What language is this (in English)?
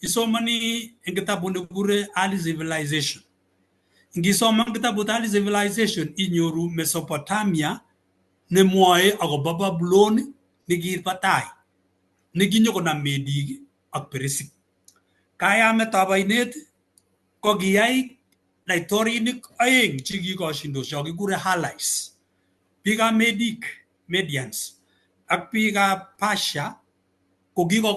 Kalenjin